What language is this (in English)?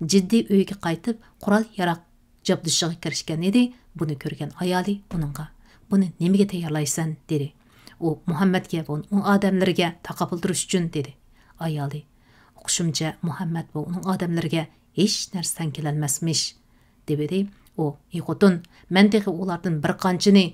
Uyghur